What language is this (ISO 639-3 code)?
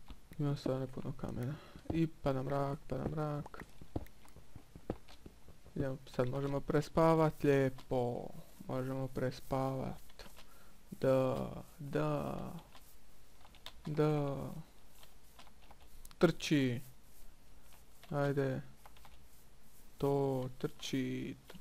hrv